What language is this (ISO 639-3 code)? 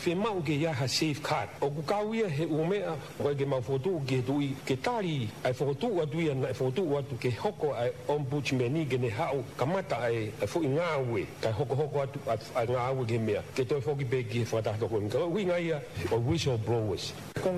ton